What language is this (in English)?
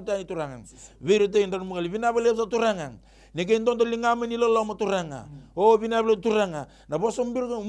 Fijian